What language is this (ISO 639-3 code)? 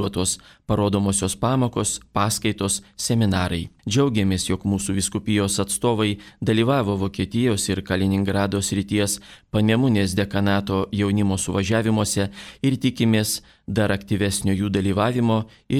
lit